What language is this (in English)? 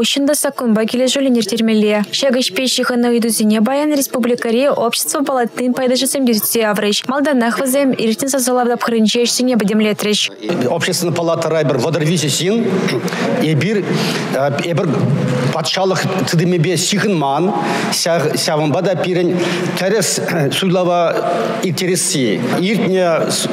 Chuvash